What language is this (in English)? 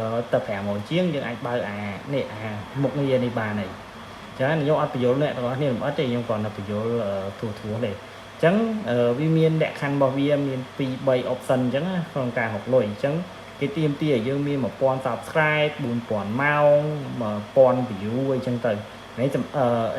Khmer